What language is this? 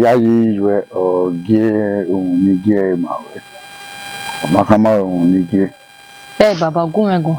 Bini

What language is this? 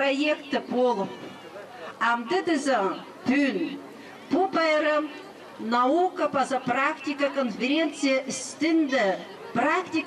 Khakas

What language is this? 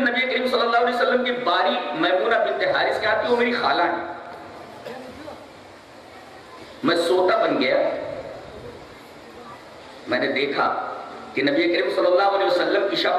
Urdu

